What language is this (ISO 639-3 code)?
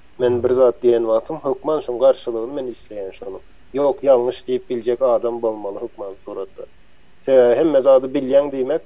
tuk